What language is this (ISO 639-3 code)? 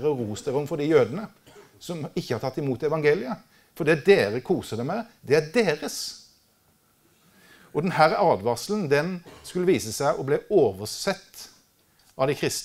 nor